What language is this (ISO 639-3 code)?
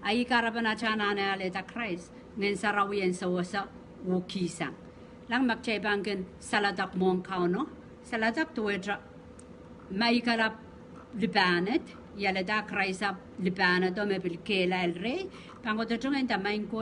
pon